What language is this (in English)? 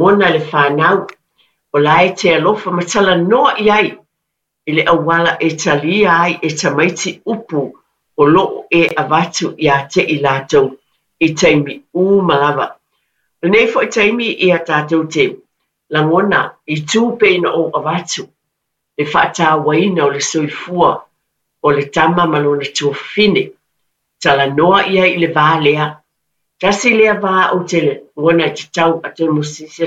Samoan